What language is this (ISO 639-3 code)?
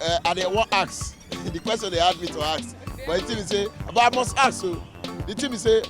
pcm